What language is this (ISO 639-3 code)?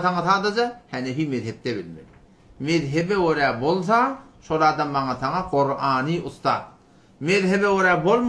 tuk